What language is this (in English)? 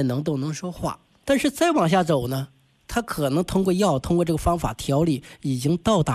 Chinese